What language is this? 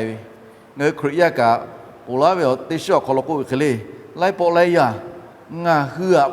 Lahu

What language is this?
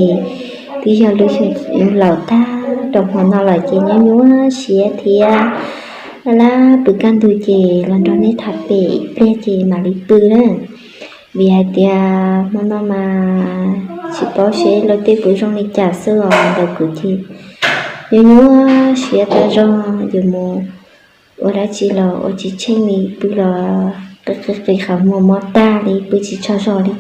Hmong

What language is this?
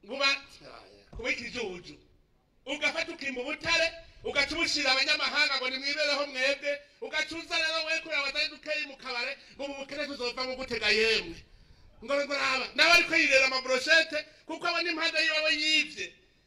Rundi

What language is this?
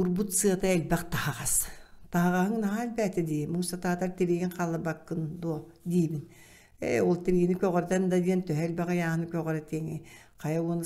Yakut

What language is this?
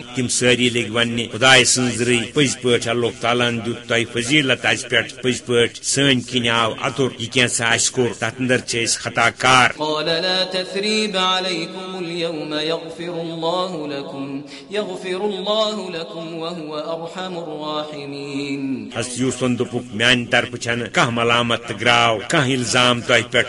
Kashmiri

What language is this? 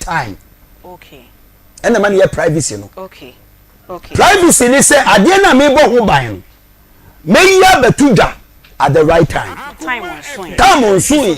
Akan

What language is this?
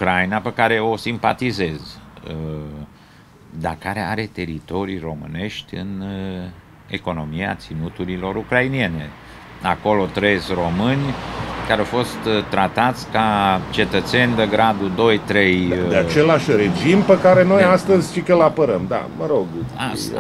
Romanian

